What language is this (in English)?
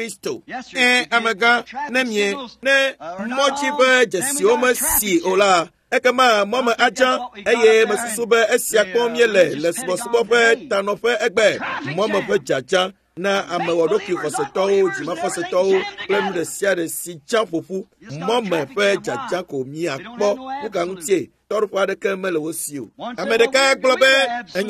Ewe